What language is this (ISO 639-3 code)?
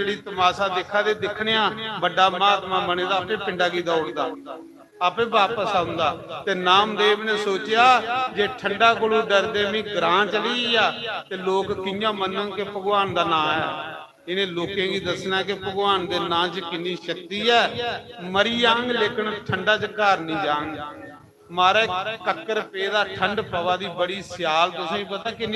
doi